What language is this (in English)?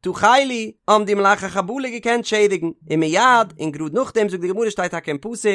Yiddish